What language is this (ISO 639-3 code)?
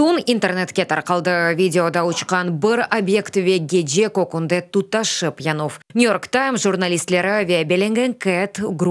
crh